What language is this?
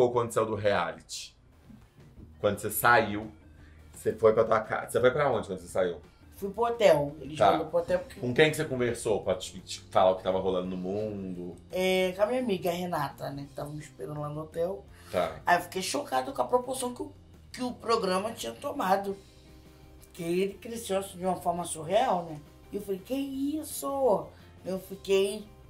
Portuguese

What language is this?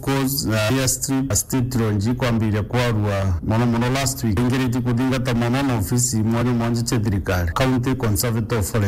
Meru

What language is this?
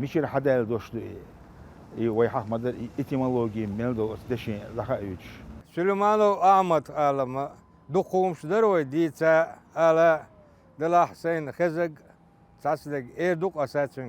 Chechen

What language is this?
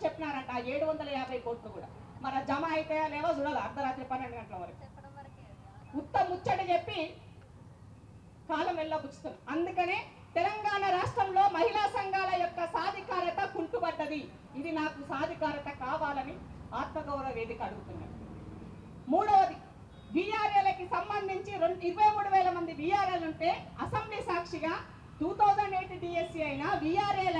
Telugu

